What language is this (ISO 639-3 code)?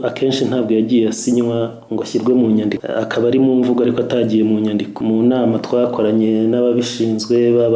kin